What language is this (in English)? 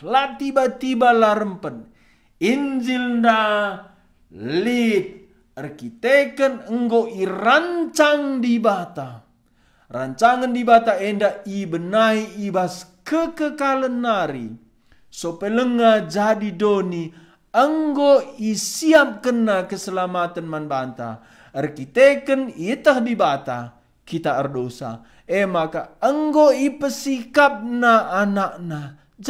Batak Karo